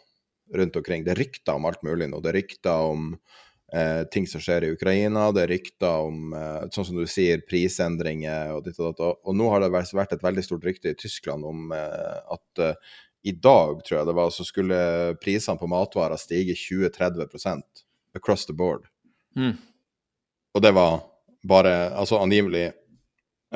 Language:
Norwegian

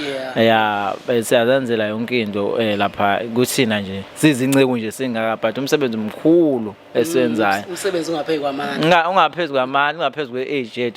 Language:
Zulu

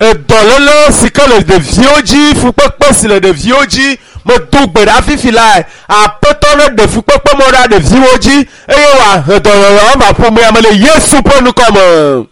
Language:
Ewe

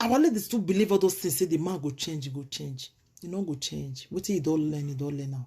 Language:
Nigerian Pidgin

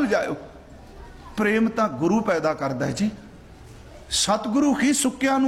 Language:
Punjabi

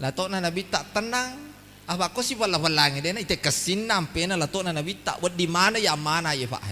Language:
Buginese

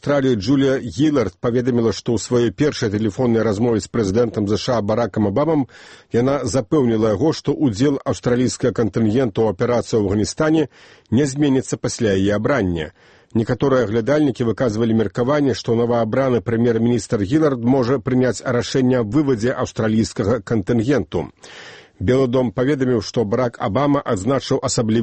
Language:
Belarusian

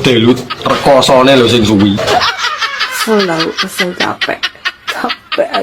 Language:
Javanese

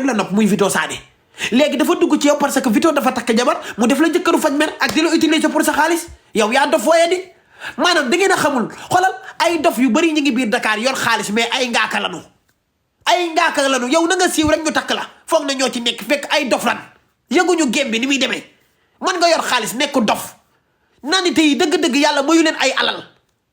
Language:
Wolof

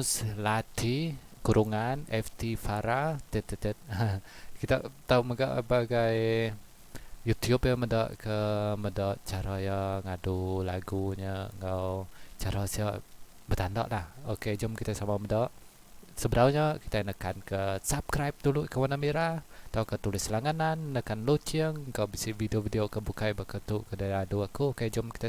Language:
Iban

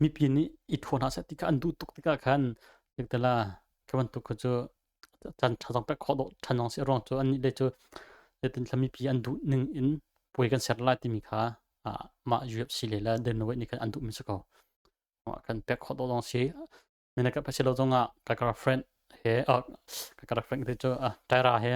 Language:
Hakha Chin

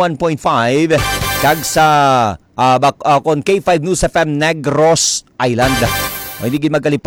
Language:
Hiligaynon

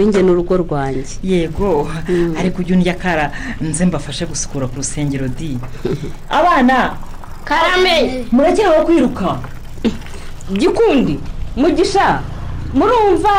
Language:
Kinyarwanda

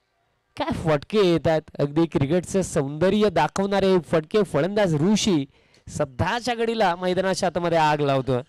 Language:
Marathi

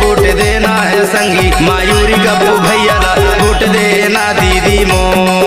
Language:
Chhattisgarhi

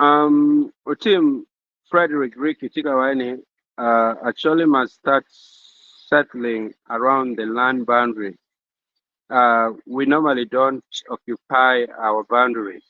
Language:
Acoli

